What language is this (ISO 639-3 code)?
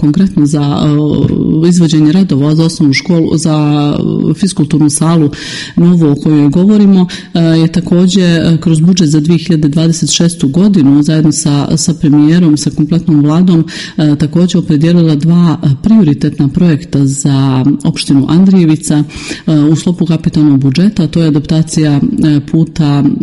srp